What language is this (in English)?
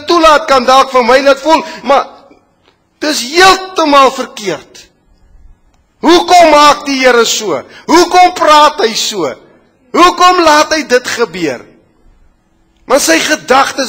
Afrikaans